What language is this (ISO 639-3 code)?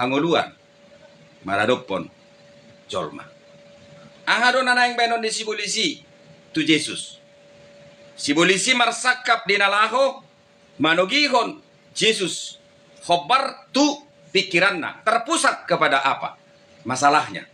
bbc